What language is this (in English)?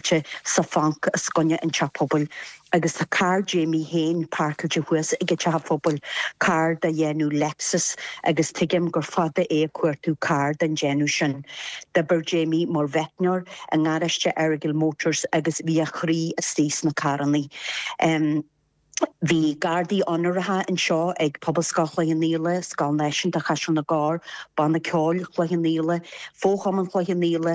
Irish